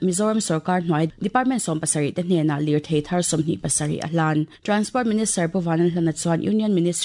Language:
Mizo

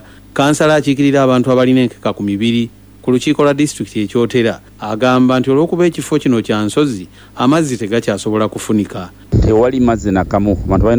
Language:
Ganda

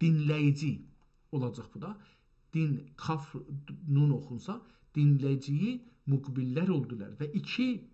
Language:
South Azerbaijani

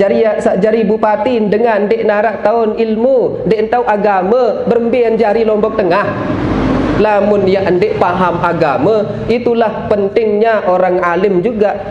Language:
Sasak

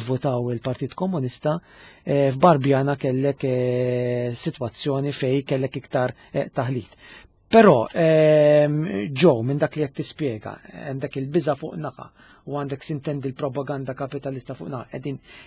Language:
Maltese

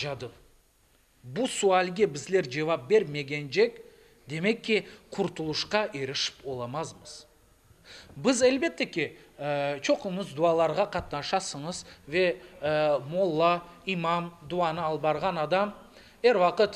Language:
Crimean Tatar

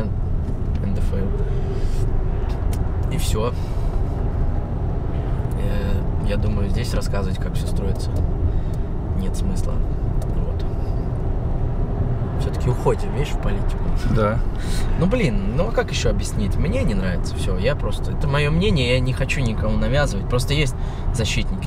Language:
Russian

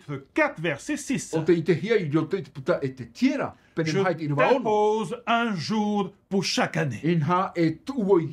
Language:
Tahitian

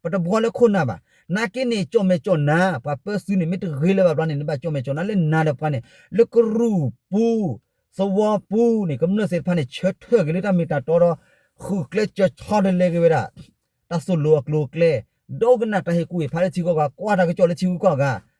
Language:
S'gaw Karen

